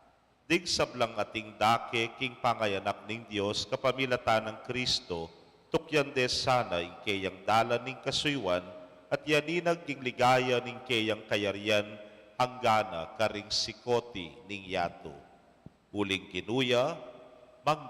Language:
Pampanga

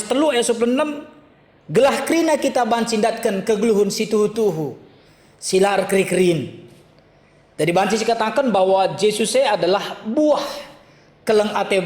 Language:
Batak Karo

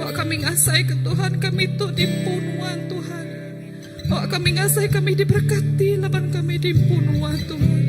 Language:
Iban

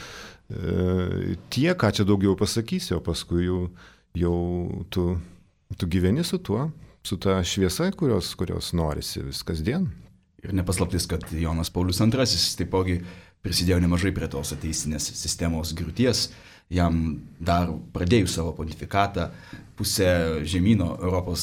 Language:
Lithuanian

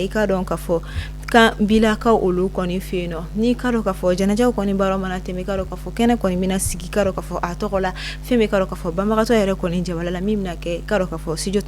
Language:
Bambara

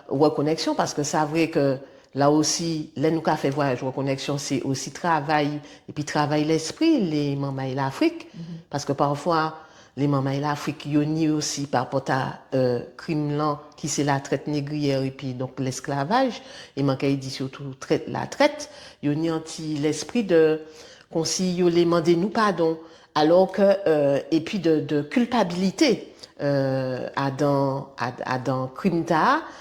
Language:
Guadeloupean Creole French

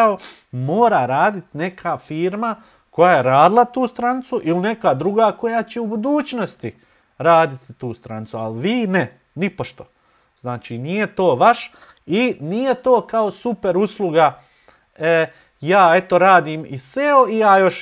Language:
Bosnian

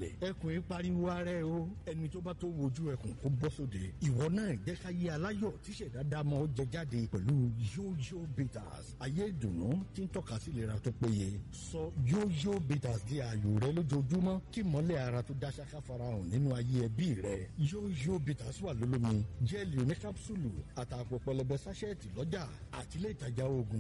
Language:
Yoruba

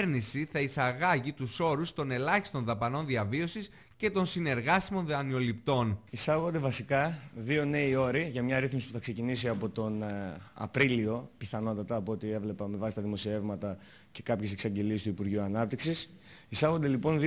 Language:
Greek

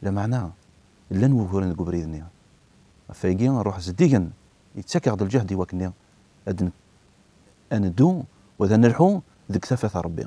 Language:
Kabyle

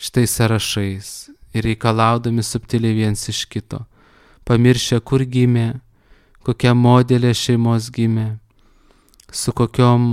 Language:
Lithuanian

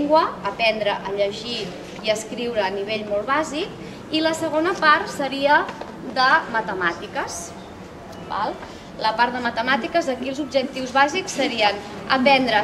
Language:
Catalan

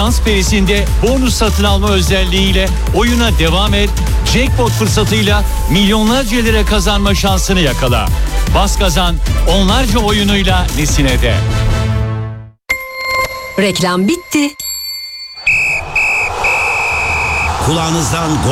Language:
Turkish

